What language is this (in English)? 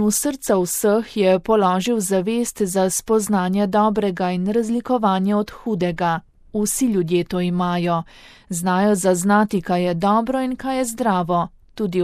Slovenian